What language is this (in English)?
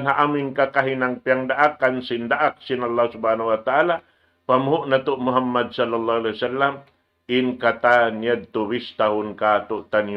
Tausug